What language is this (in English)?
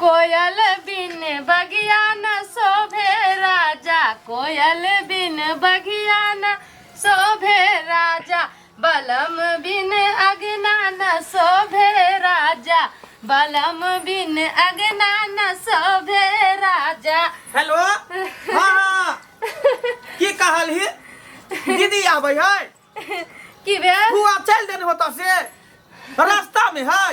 Maithili